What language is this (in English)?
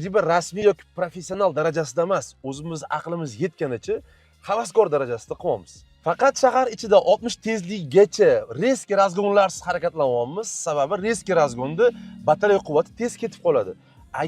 Uzbek